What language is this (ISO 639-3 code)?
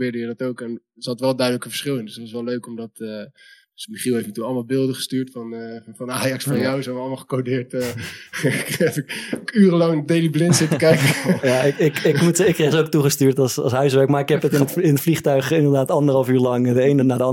nld